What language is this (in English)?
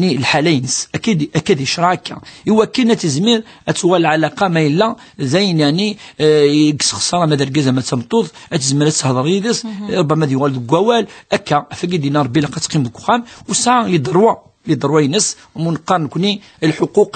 Kabyle